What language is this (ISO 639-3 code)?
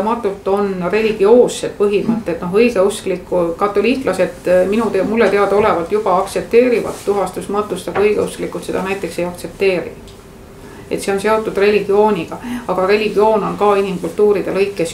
est